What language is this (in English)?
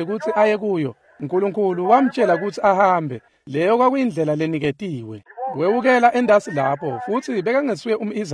Swati